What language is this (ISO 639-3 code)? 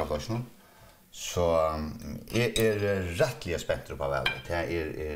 fao